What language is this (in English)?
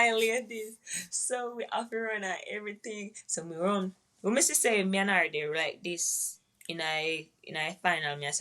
Jamaican Creole English